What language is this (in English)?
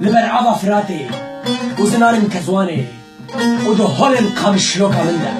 Kurdish